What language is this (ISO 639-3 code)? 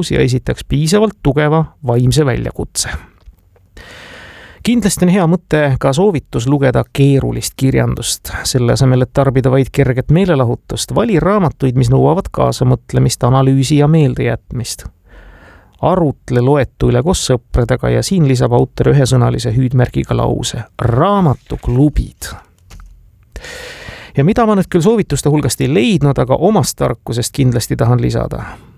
est